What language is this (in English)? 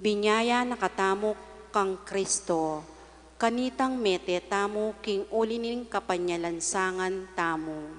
Pampanga